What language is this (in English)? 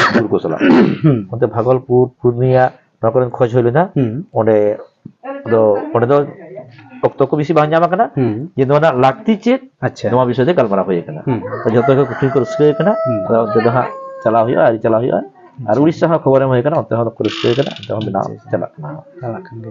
Santali